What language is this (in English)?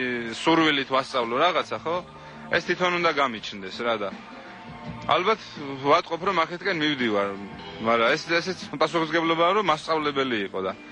Georgian